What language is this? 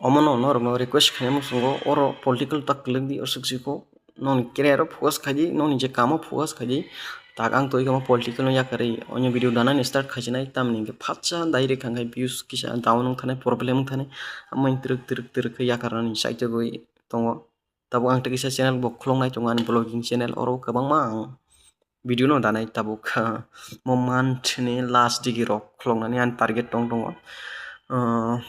Kok Borok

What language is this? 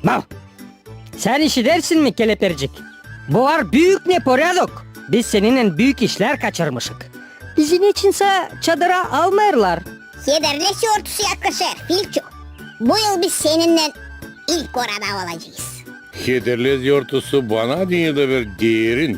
Gagauz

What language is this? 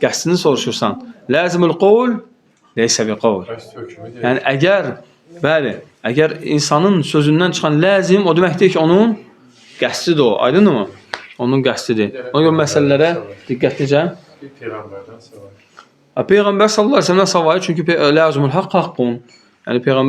Azerbaijani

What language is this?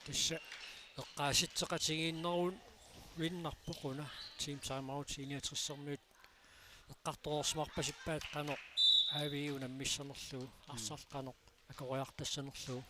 Kalaallisut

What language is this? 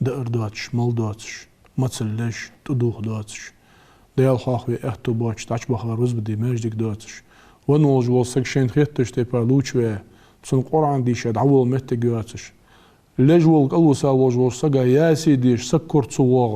Ingush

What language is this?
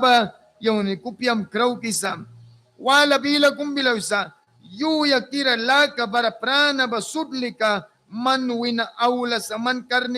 Mískito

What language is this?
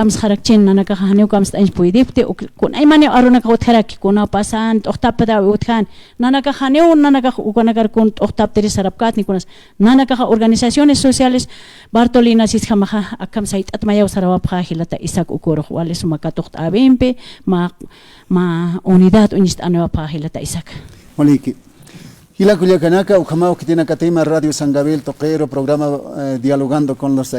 Aymara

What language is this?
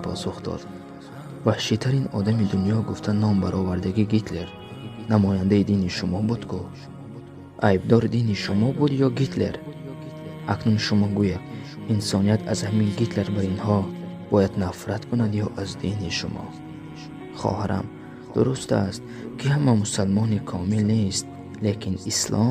Tajik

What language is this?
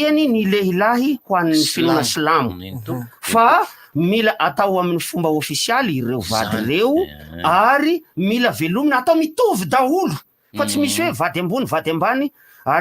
Malagasy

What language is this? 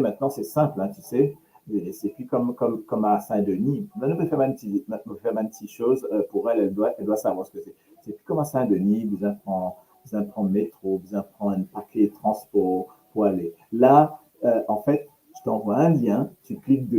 Morisyen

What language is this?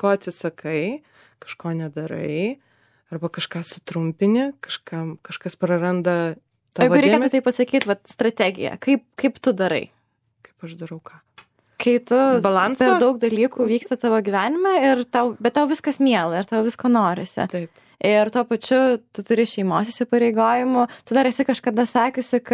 Lithuanian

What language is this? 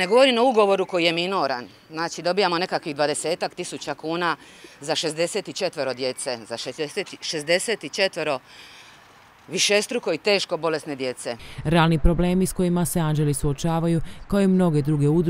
Croatian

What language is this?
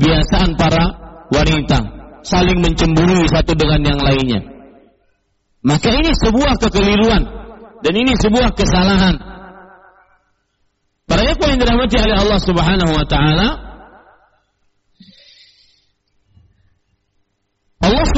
Indonesian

